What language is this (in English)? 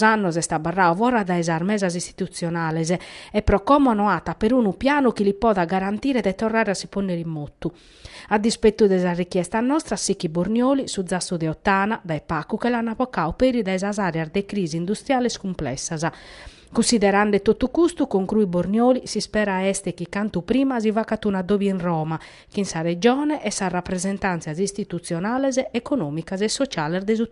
Sardinian